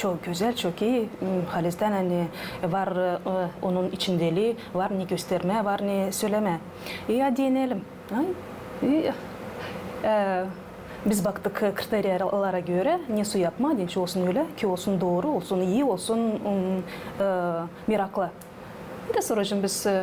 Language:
Gagauz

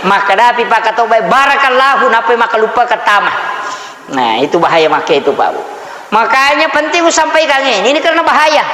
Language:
Buginese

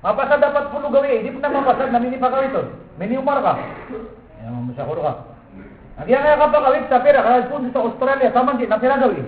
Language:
Maranao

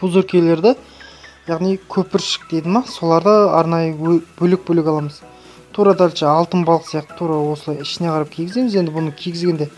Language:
Kazakh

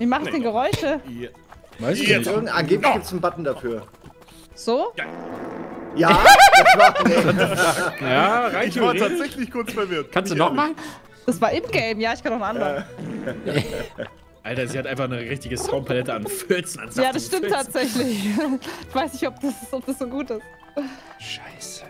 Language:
German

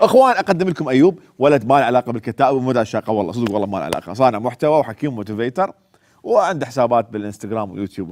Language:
Mesopotamian Arabic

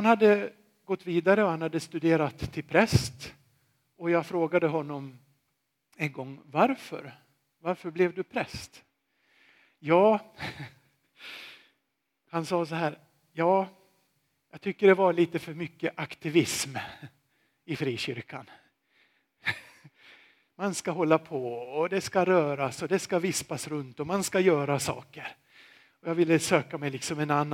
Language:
Swedish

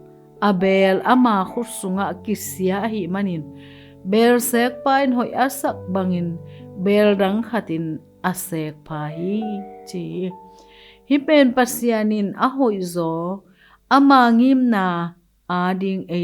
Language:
Tedim Chin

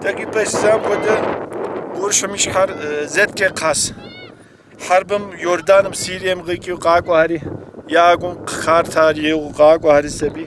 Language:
Kabardian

